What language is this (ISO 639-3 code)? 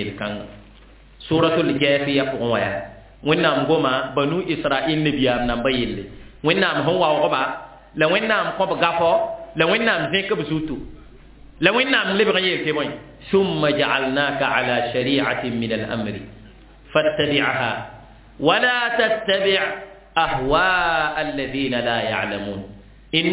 mos